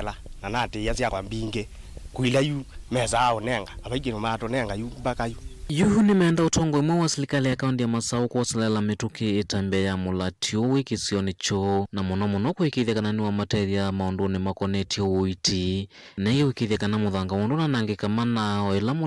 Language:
Kamba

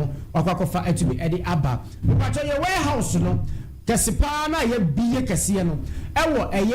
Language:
Akan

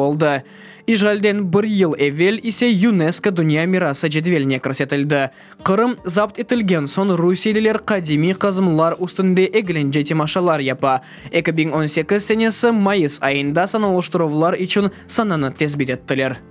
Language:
Crimean Tatar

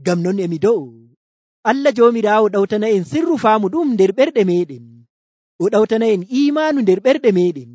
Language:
Nigerian Fulfulde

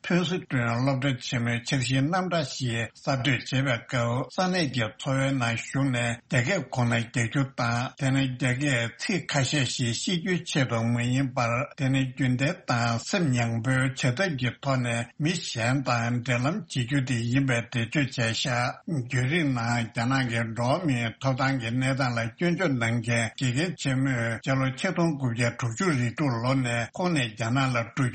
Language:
Tibetan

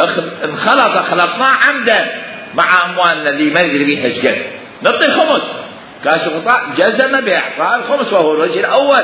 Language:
Mesopotamian Arabic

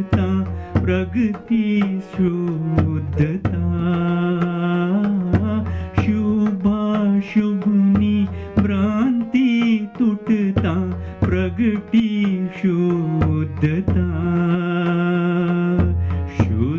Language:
Gujarati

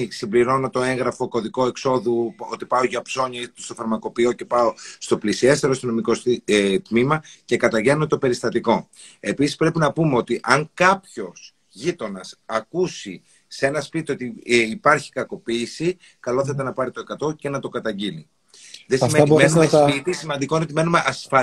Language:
Greek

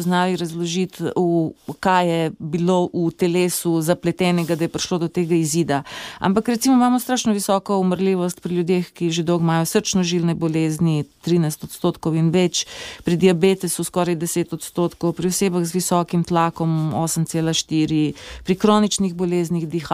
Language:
Slovenian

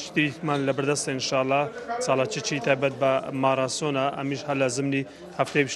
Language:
Central Kurdish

